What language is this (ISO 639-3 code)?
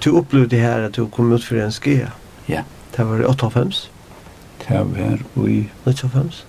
fao